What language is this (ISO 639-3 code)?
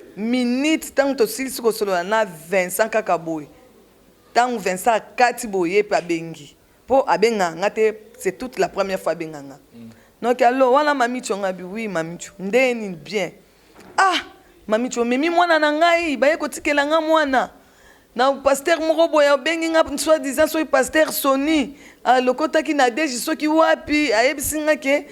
lin